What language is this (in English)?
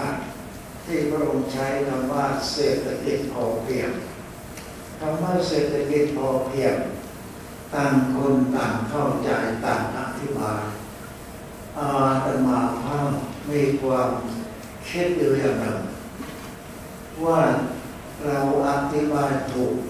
Thai